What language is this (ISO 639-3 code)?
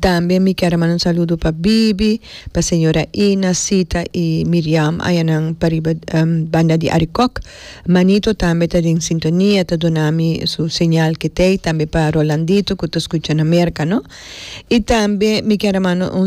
pap